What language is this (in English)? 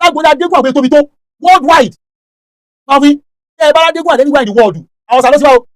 Yoruba